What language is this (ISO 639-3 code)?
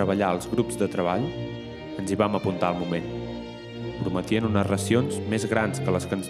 cat